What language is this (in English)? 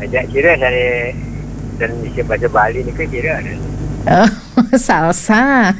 Balinese